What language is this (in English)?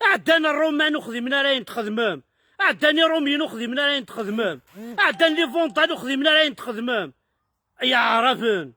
Kabyle